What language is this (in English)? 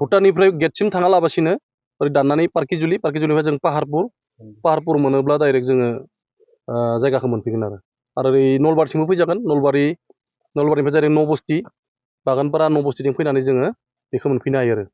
Bodo